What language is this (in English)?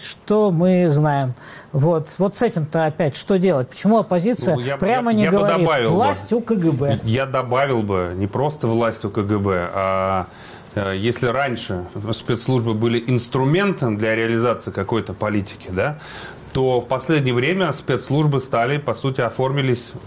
Russian